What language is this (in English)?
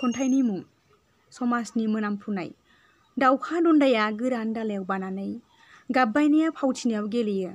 Bodo